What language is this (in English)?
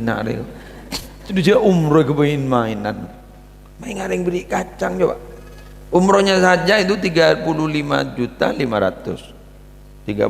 Madurese